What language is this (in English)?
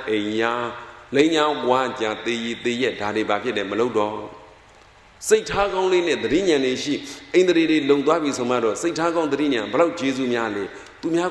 Burmese